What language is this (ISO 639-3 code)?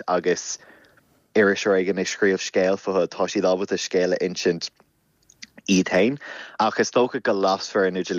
gle